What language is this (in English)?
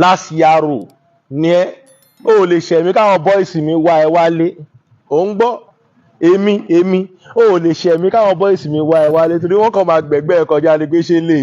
Yoruba